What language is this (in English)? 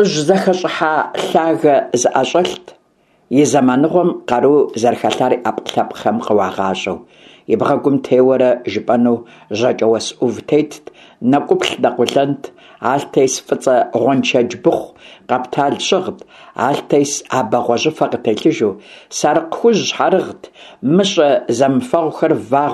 Kabardian